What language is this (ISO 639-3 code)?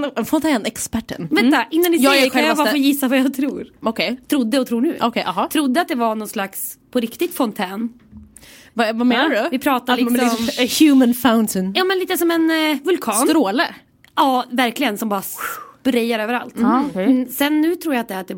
swe